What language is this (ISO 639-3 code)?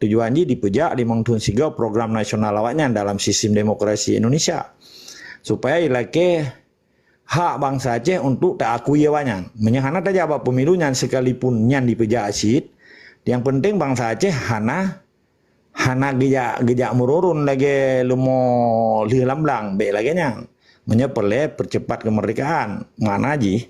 ace